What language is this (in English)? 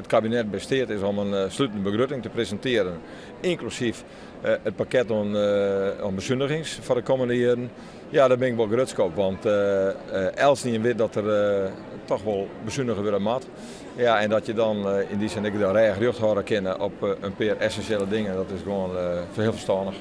Western Frisian